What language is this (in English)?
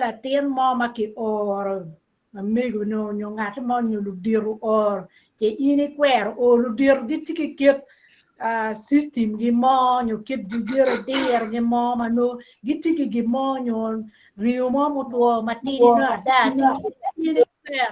Acoli